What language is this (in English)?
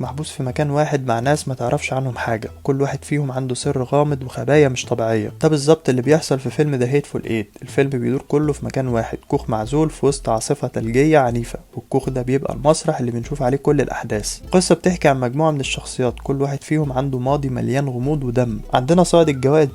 Egyptian Arabic